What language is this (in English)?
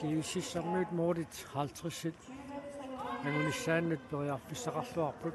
Kalaallisut